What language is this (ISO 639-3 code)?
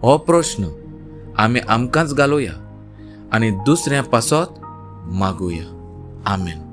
kok